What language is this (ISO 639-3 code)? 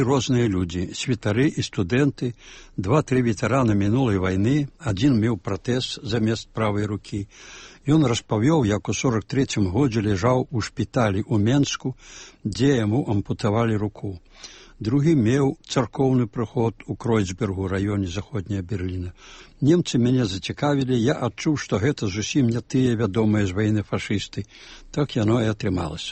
bel